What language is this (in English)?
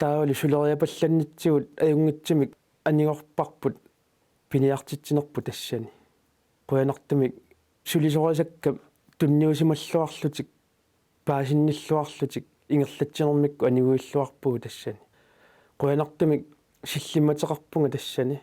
Kalaallisut